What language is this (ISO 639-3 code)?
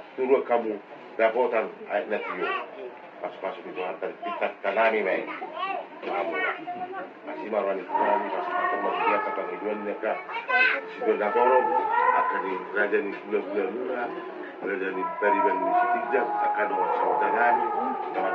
bbc